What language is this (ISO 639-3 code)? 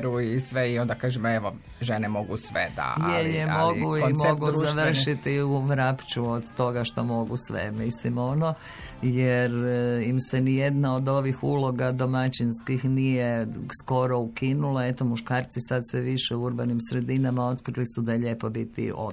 hrv